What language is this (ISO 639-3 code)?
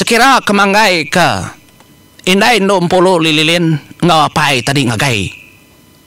iba